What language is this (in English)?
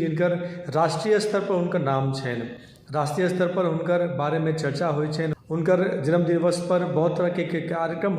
Maithili